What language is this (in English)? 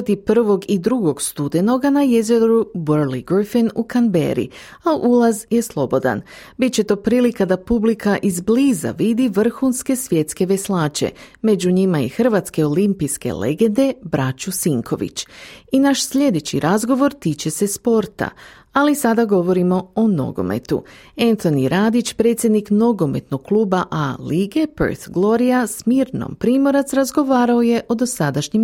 Croatian